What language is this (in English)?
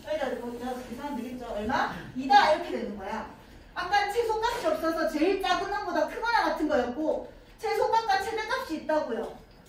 Korean